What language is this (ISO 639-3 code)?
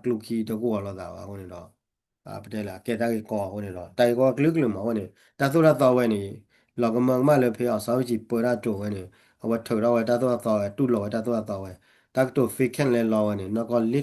ksw